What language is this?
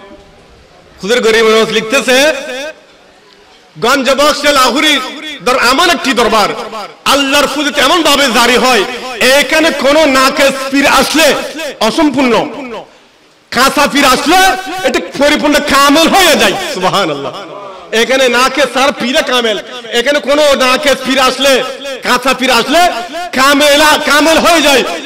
Bangla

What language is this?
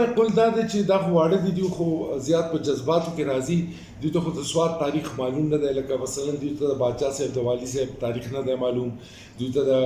Pashto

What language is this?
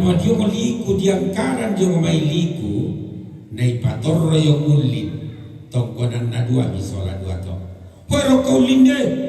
Toraja-Sa'dan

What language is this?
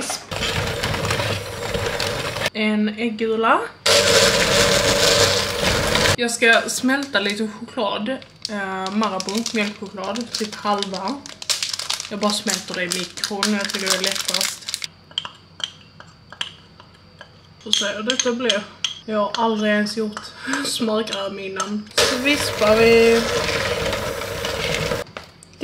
Swedish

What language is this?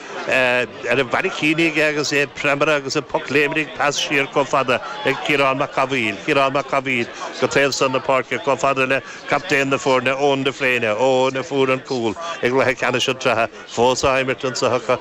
Irish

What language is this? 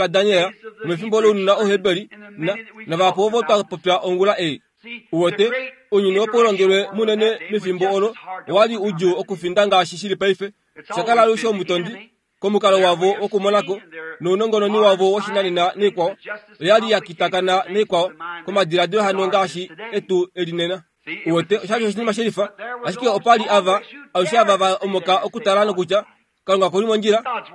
Kuanyama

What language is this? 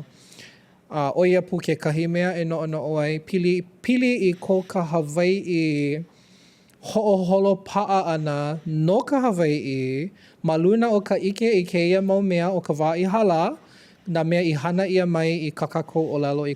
Hawaiian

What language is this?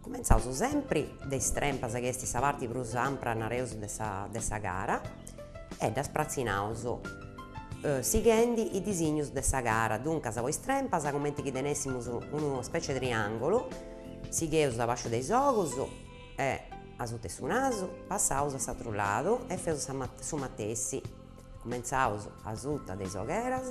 Sardinian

